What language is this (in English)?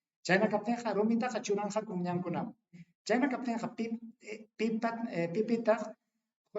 Ayacucho Quechua